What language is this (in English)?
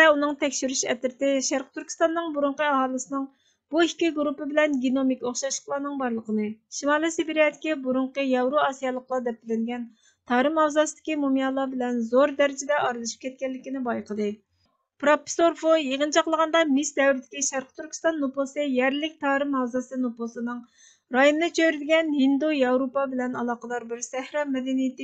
Uyghur